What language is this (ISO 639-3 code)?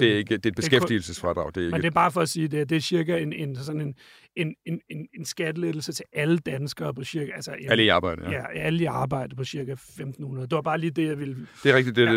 dan